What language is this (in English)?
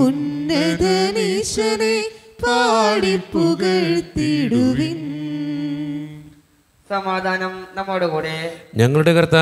Malayalam